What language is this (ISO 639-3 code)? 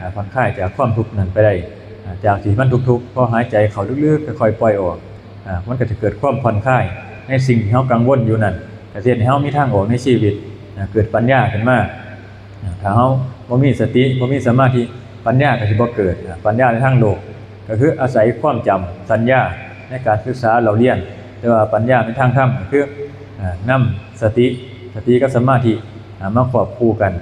tts